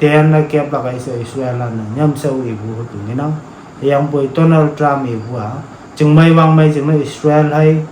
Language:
Konyak Naga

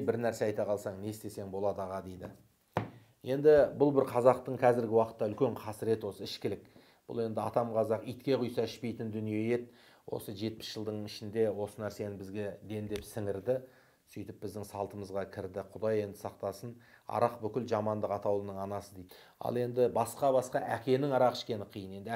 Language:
Kazakh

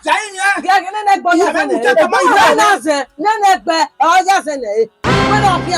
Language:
Bini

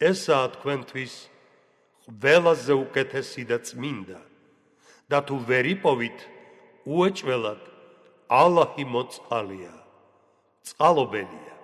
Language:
Georgian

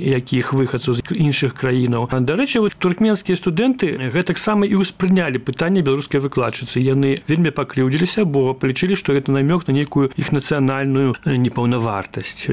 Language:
Belarusian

